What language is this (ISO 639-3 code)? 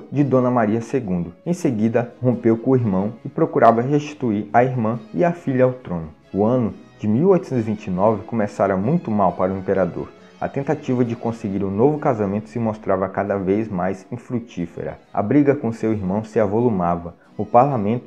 por